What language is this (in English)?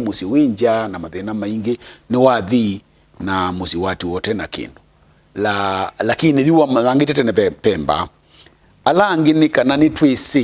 Kamba